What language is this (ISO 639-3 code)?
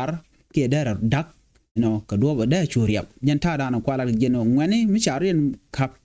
nus